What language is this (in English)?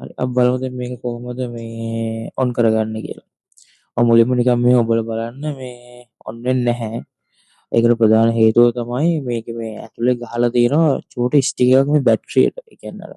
Sinhala